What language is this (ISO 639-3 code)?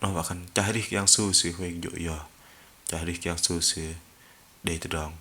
bdq